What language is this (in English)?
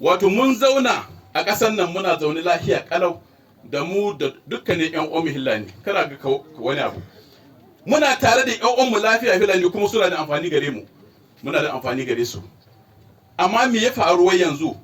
Hausa